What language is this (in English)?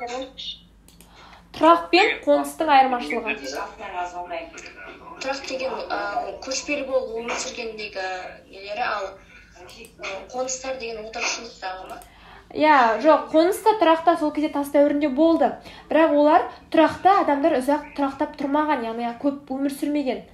Kazakh